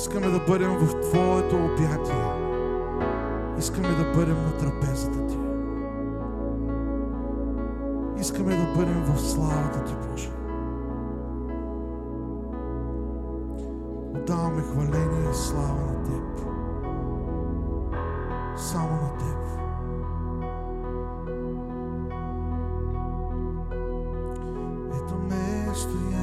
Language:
Bulgarian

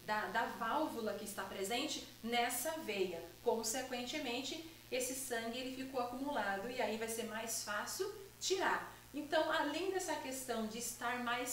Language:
Portuguese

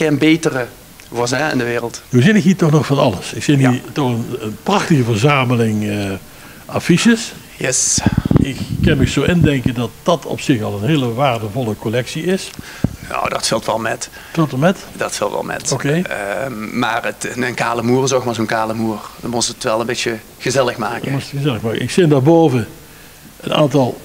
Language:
Limburgish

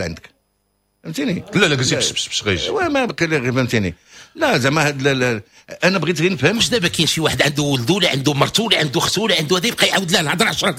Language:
Moroccan Arabic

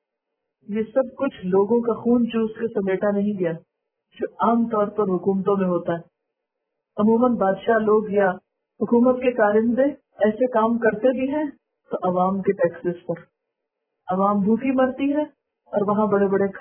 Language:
Urdu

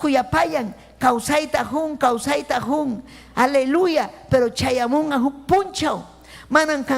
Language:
Ayacucho Quechua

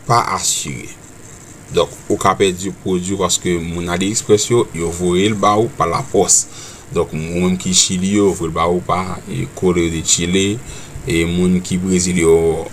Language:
Haitian Creole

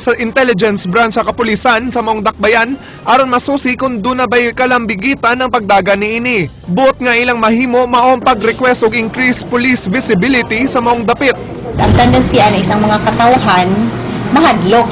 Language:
Cebuano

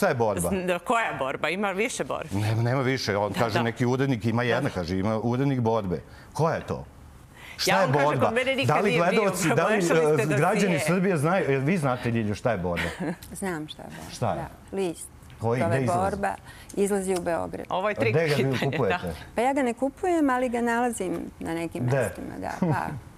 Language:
Serbian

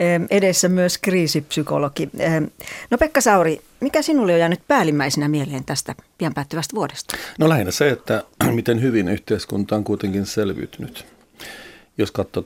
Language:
Finnish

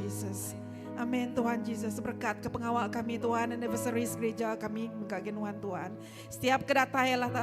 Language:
Iban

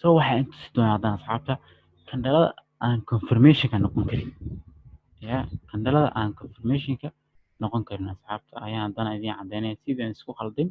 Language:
Somali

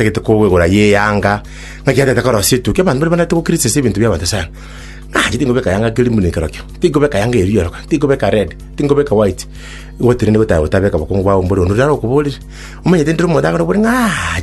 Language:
Gusii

